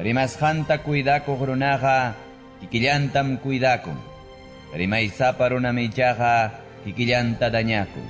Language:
Ayacucho Quechua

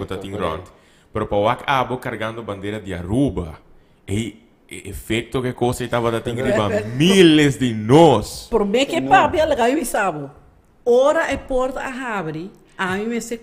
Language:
Papiamento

